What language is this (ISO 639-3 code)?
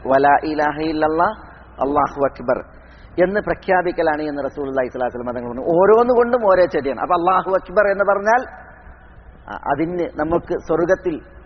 mal